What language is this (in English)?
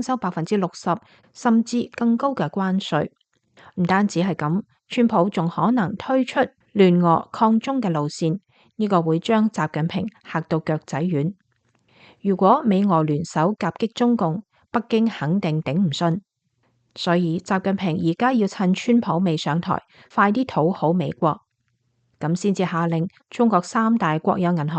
Cantonese